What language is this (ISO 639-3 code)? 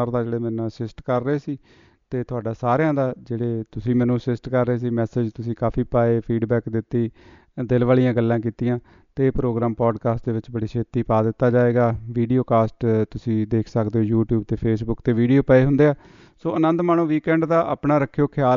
pan